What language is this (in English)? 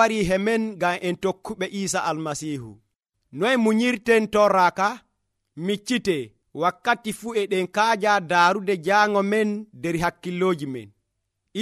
Nigerian Fulfulde